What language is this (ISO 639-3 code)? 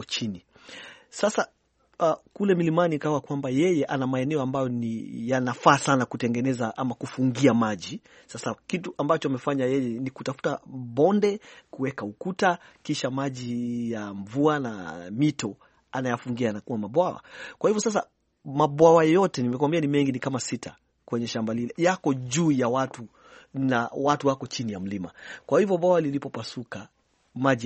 swa